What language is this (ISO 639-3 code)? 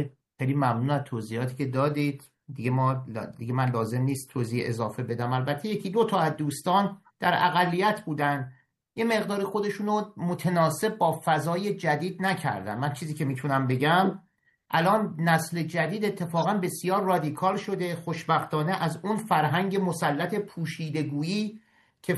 fas